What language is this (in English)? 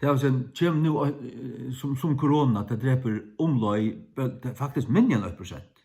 Faroese